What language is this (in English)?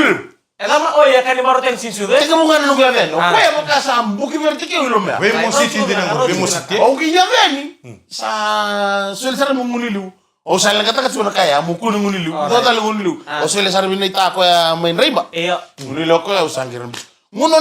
Fijian